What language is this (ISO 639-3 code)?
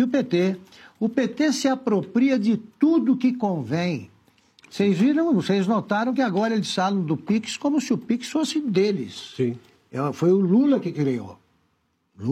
por